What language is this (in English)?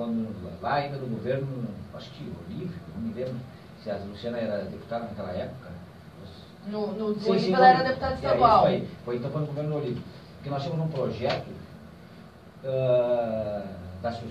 Portuguese